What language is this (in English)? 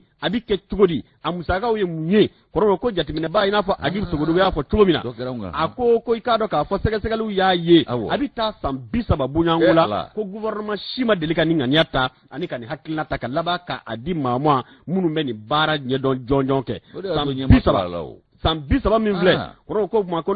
Bambara